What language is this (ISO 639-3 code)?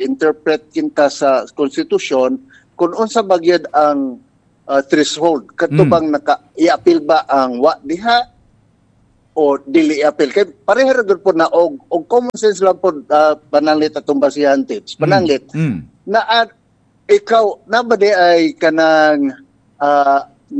ceb